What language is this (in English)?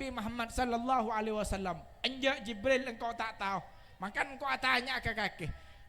Madurese